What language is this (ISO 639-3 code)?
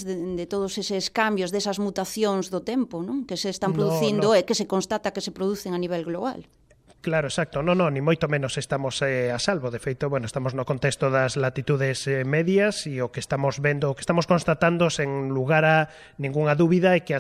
glg